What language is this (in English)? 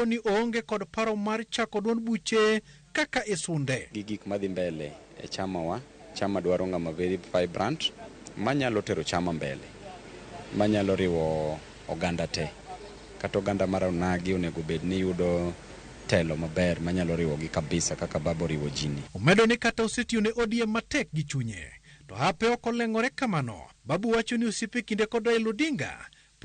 Luo (Kenya and Tanzania)